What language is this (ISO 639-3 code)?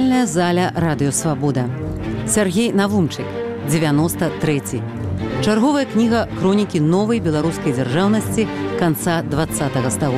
bel